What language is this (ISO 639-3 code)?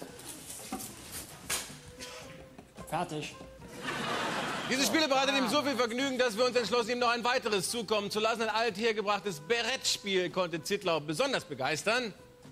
deu